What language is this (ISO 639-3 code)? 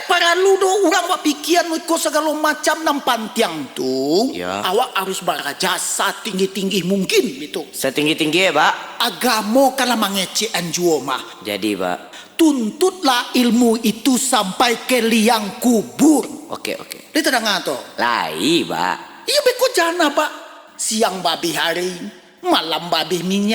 min